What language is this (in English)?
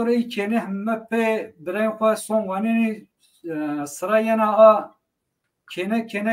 Zaza